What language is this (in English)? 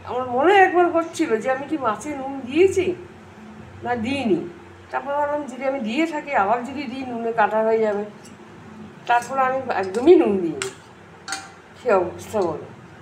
Bangla